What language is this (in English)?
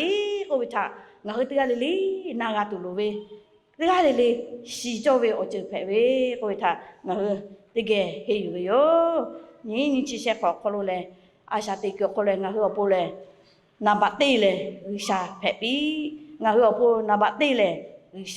Lahu